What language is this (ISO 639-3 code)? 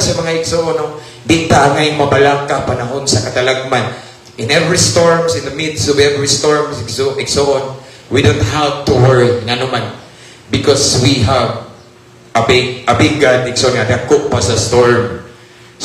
ceb